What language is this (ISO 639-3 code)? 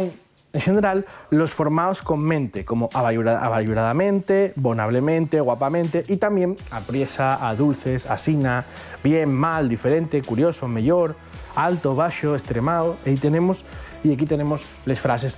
ast